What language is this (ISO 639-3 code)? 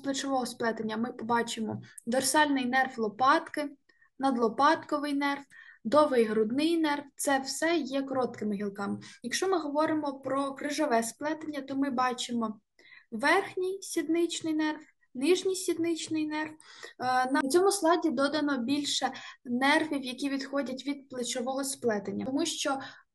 ukr